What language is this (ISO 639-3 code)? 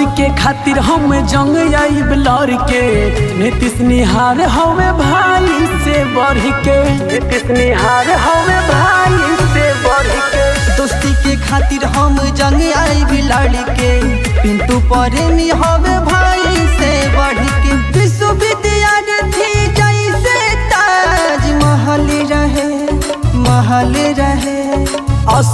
bho